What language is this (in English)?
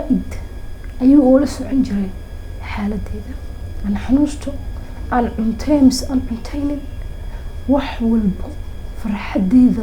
Somali